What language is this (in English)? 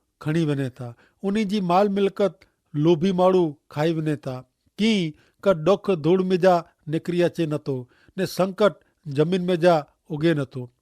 Kachhi